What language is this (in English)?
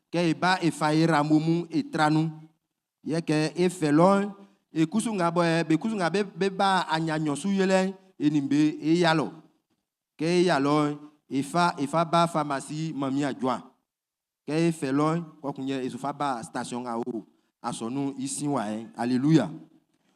Baoulé